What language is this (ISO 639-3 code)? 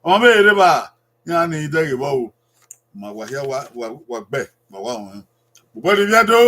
bin